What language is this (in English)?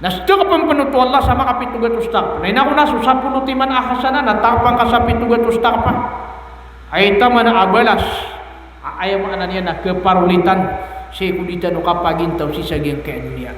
Maranao